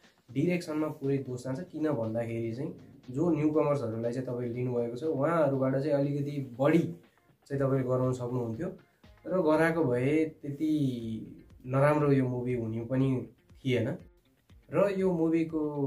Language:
Nepali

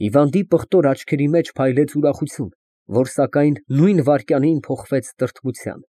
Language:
Armenian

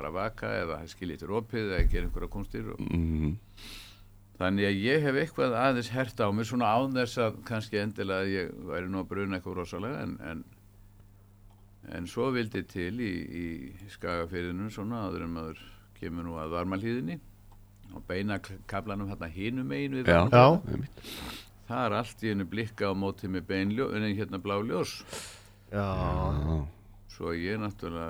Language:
Icelandic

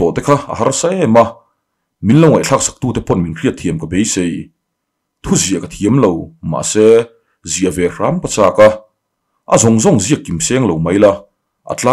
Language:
Mizo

